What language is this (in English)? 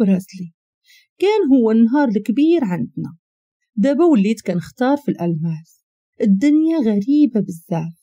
Moroccan Arabic